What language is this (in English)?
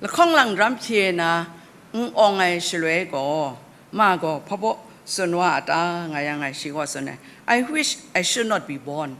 Kachin